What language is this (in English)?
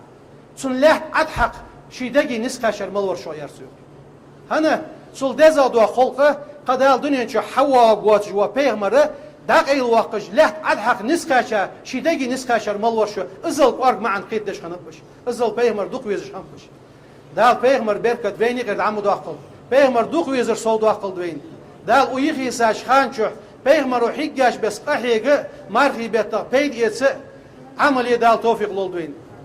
Ingush